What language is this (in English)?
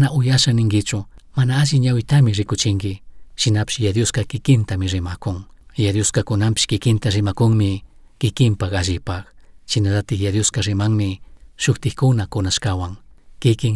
Chimborazo Highland Quichua